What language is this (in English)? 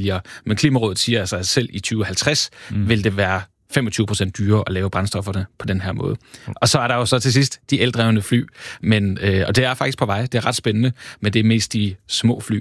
Danish